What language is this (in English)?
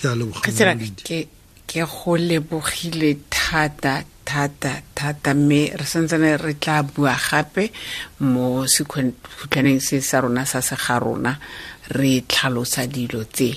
Tswana